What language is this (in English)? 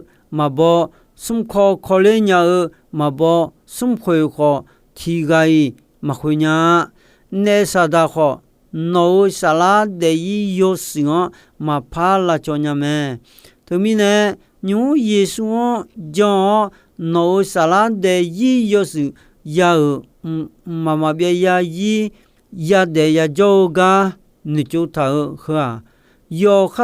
Akha